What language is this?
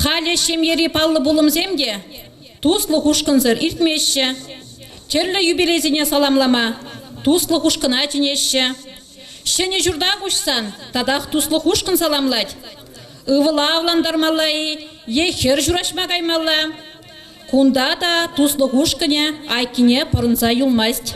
Chuvash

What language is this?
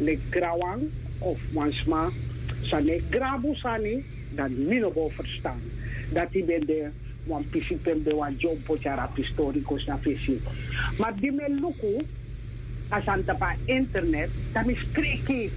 Sranan Tongo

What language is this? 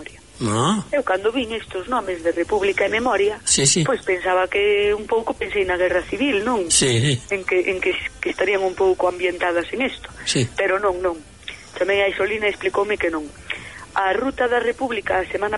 Galician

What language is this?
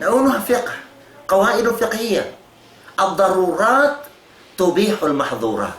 Tausug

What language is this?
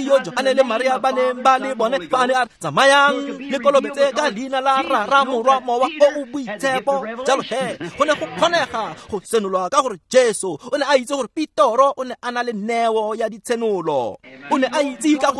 Tswana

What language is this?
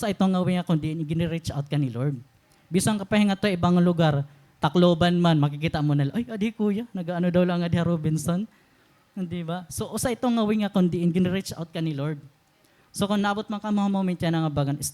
Waray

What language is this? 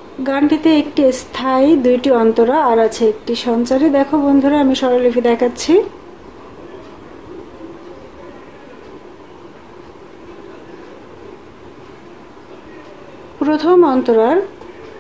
Bangla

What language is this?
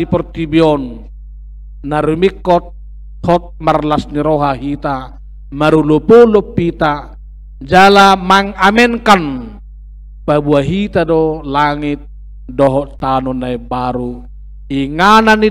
Batak Toba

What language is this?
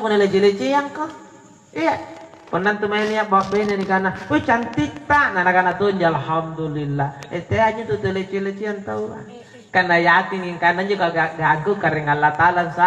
Makasar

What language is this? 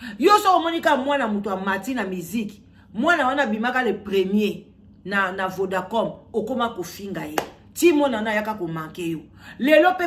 Lingala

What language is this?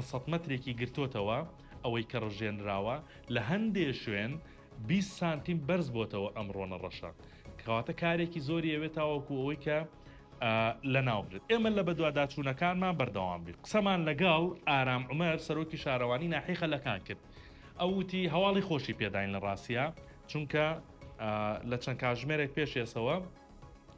Central Kurdish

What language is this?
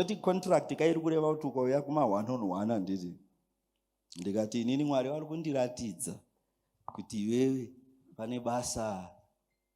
Shona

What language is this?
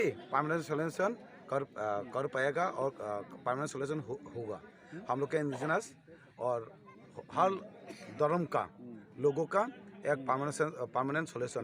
Kok Borok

